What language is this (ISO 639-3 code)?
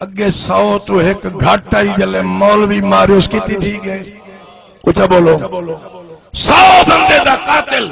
skr